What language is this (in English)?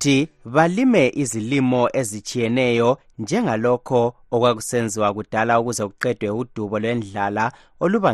North Ndebele